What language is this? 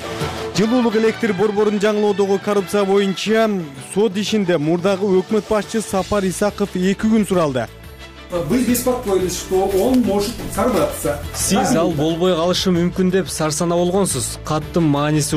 Kyrgyz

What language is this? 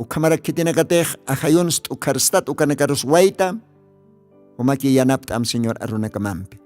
Aymara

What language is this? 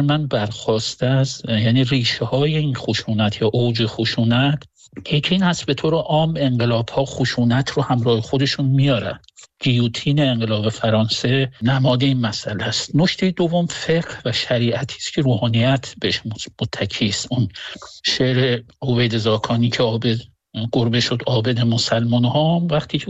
Persian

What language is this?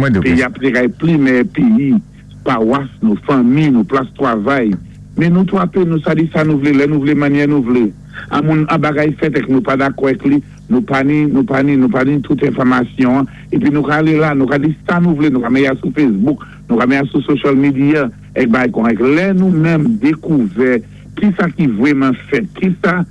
Saint Lucian Creole French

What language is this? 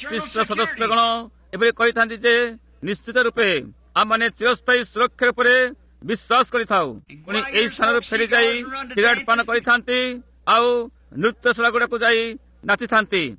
Odia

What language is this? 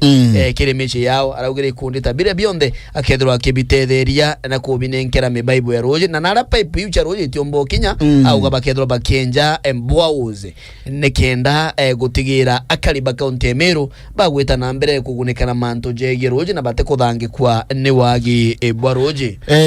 Meru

